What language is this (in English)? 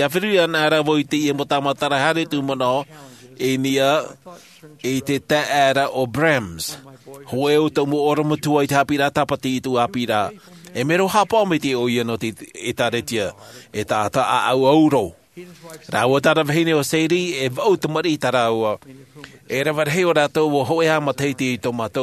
Tahitian